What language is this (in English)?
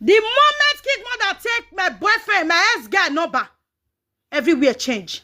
Nigerian Pidgin